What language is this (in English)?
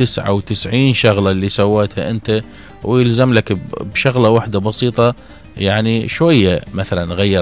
Mesopotamian Arabic